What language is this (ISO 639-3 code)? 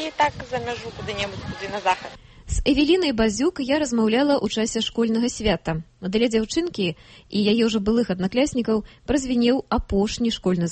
bel